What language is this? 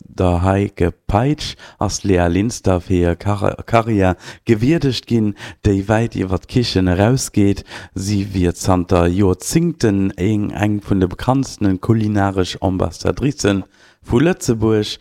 Luxembourgish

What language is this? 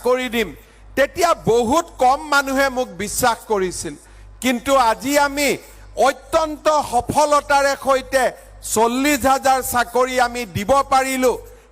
Assamese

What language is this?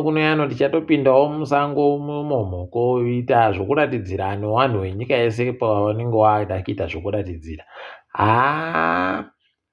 Ndau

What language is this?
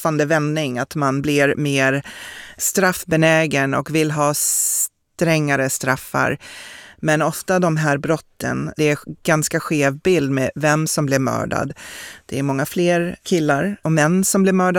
Swedish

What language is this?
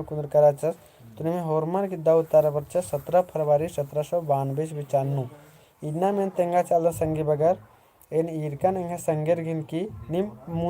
Kurukh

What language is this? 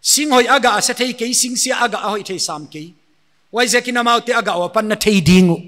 Paite Chin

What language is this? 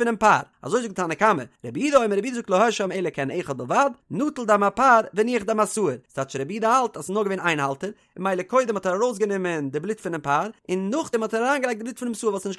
Yiddish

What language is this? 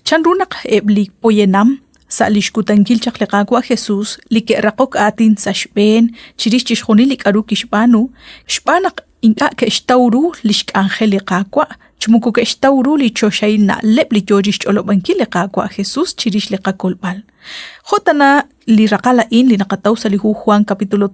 Kekchí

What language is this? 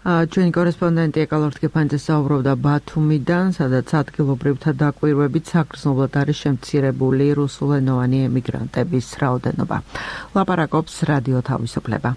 Georgian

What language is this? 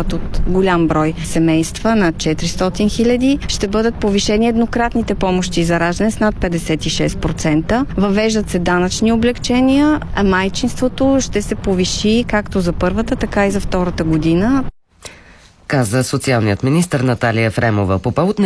Bulgarian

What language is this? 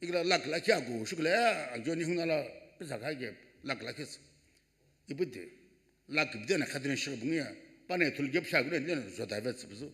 Sumi Naga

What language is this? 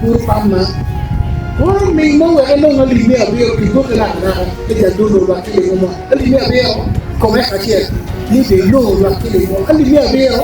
Acoli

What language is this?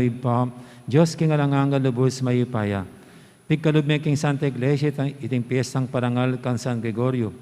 Pampanga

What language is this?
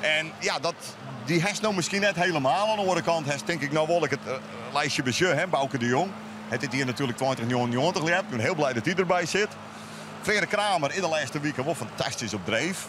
Western Frisian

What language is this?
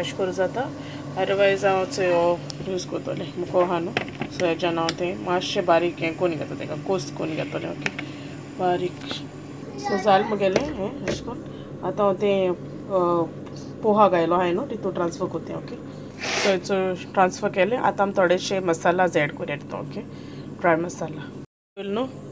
Konkani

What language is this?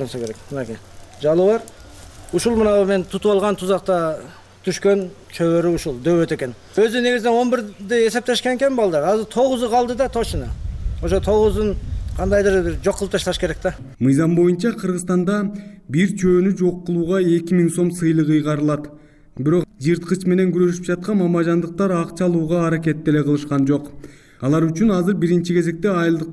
Kyrgyz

